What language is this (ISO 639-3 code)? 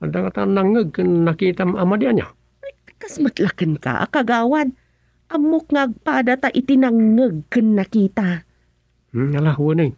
ilo